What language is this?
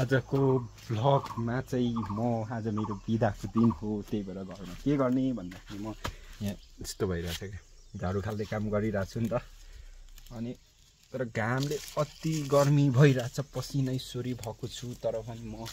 Nepali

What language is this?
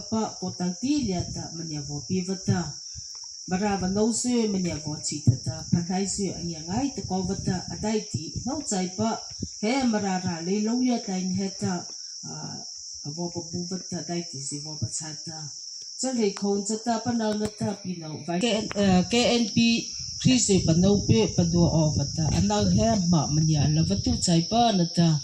Mara Chin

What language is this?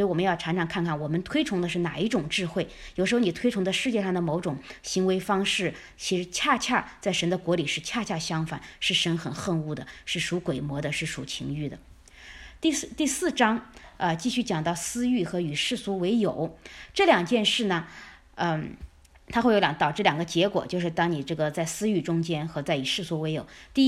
Chinese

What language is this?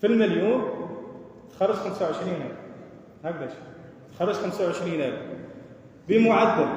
Algerian Arabic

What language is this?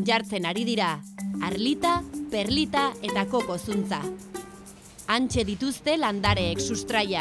Basque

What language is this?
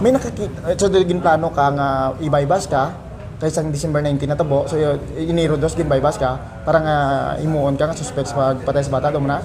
Hiligaynon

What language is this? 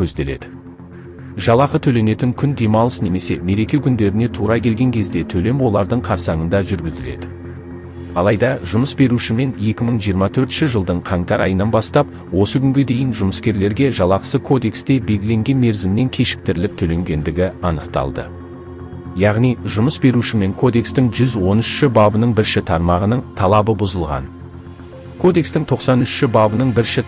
Kazakh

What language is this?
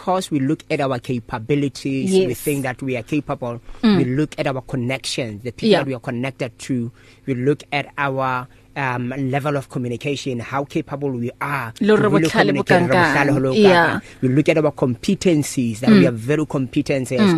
English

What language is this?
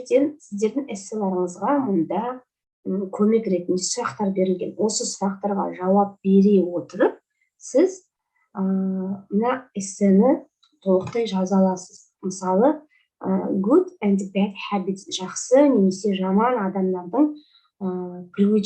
Kazakh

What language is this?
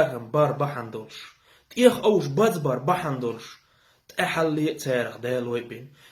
Chechen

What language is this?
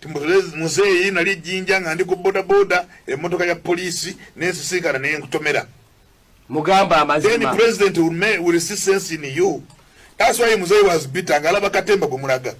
Ganda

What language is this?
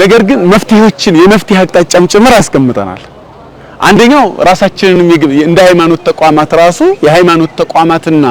Amharic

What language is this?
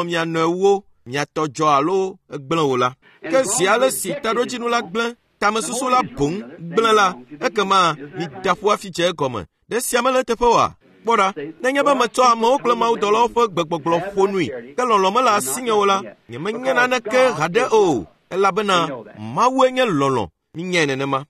Ewe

